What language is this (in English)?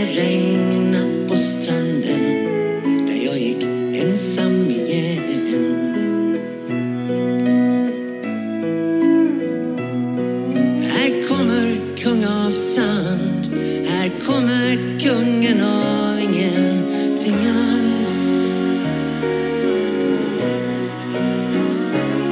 Swedish